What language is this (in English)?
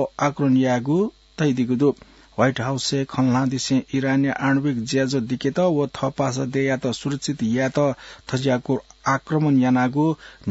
Newari